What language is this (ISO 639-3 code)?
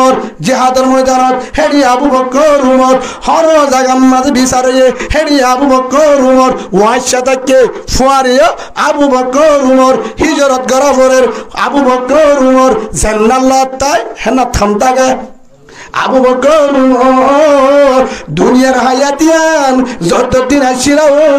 rhg